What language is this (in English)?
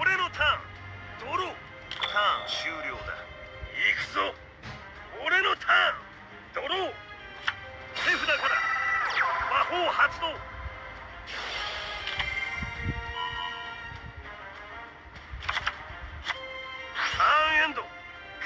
Japanese